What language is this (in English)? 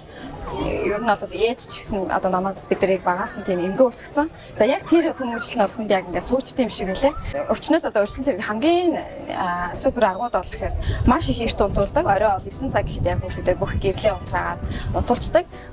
Mongolian